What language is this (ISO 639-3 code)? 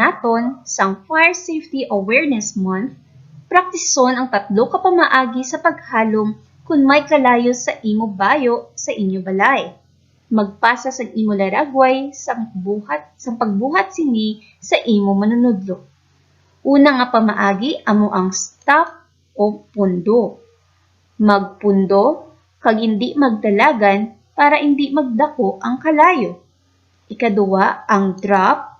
hil